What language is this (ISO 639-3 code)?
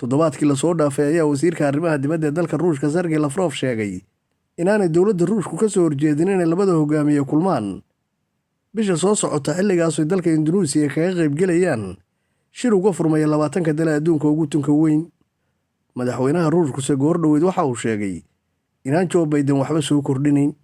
som